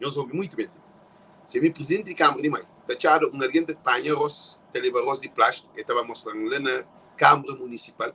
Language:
Kabuverdianu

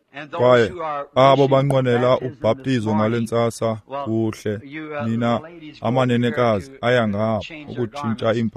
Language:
Xhosa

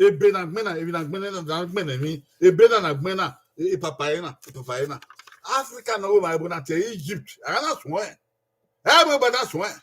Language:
Bini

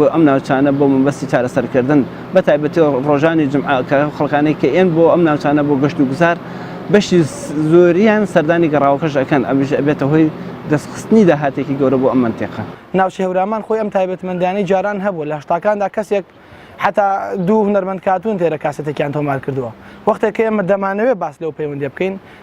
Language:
Central Kurdish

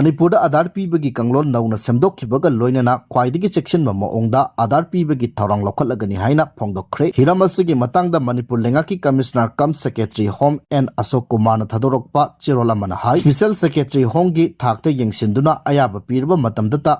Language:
Manipuri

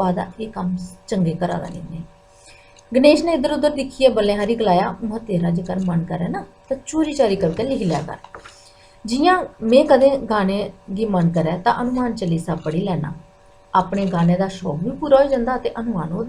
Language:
Dogri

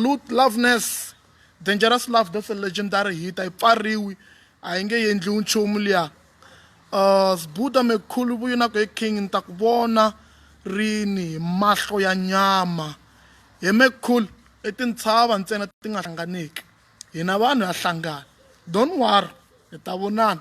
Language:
Tsonga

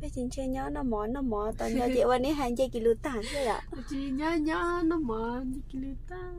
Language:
Hmong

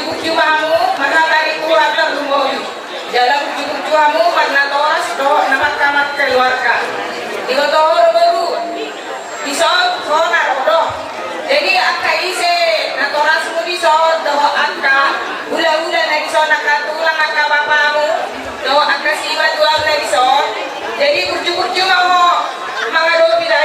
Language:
Batak Toba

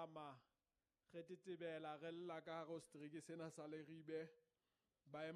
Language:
Southern Sotho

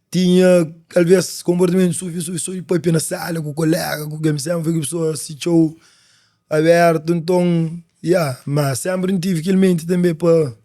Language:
Kabuverdianu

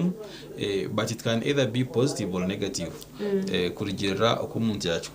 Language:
Nyankole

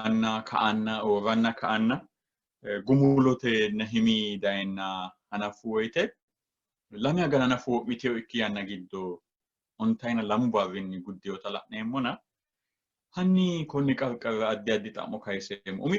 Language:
Sidamo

